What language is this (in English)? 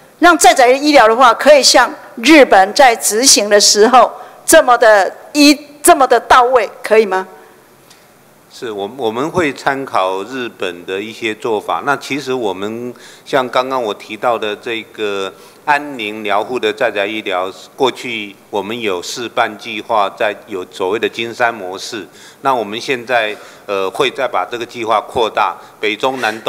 Chinese